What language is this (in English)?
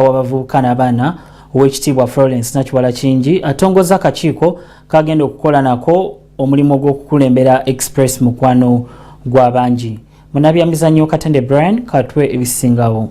Ganda